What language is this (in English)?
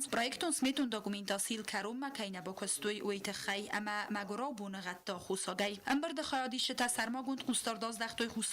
Ossetic